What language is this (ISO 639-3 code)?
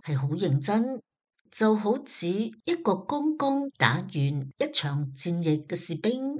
yue